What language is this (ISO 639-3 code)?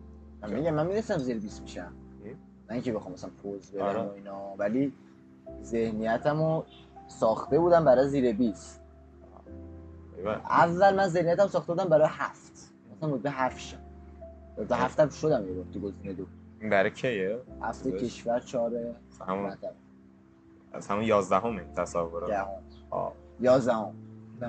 fas